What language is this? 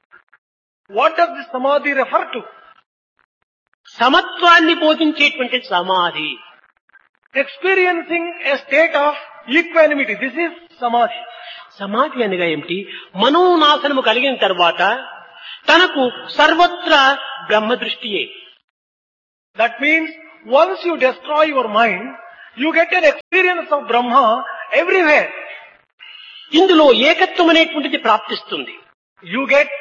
Telugu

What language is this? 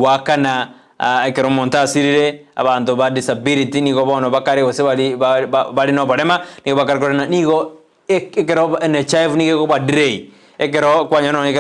Gusii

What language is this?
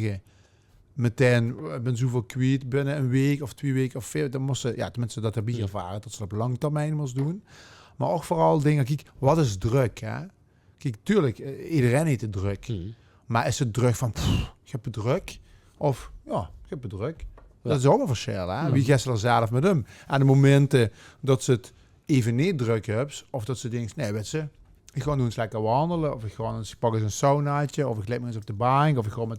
Limburgish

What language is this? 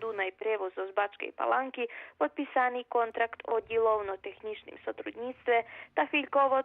Rusyn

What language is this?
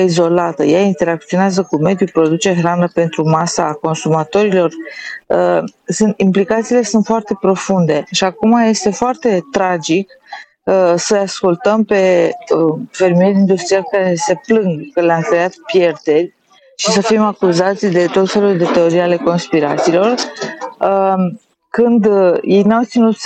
Romanian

